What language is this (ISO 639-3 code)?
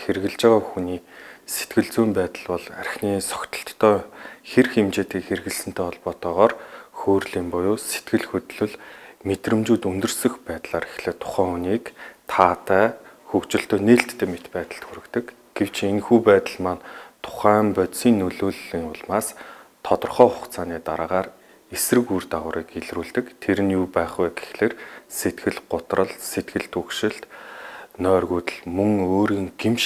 mon